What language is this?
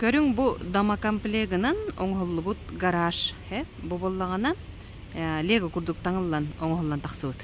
Yakut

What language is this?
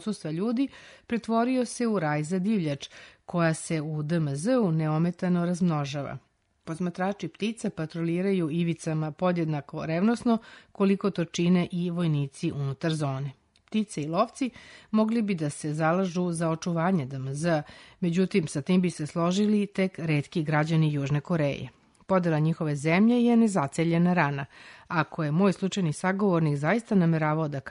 Serbian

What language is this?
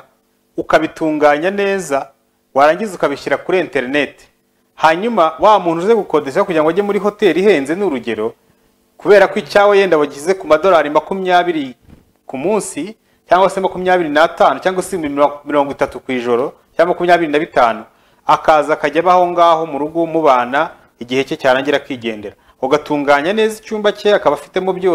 Kinyarwanda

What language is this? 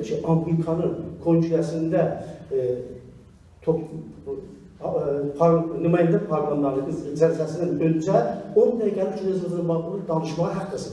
South Azerbaijani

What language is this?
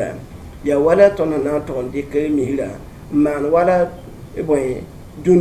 Mossi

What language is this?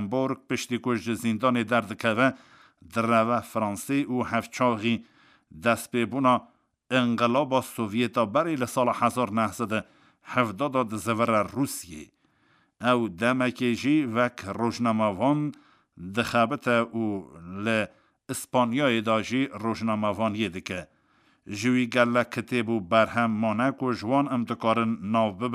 Kurdish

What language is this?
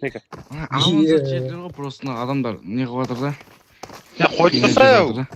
Kara-Kalpak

